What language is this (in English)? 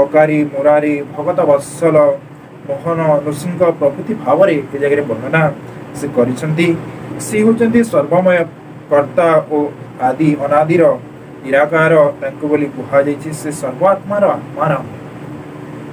Odia